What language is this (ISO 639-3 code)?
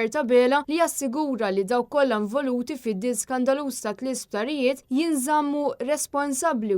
mlt